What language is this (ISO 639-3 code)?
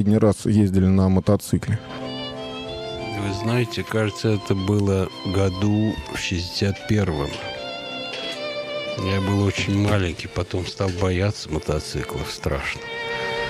rus